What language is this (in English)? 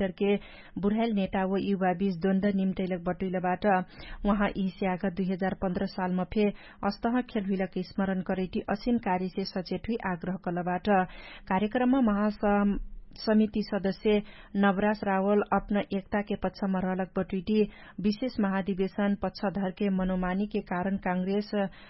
Dangaura Tharu